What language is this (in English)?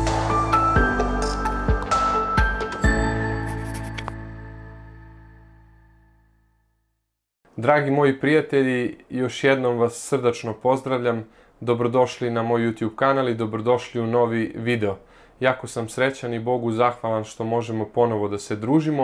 Serbian